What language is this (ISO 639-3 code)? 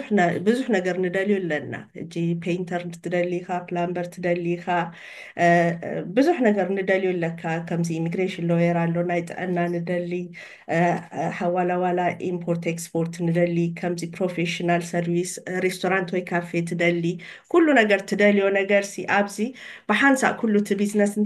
tir